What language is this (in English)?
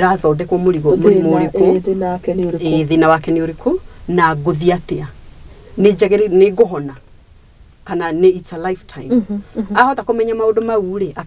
Kikuyu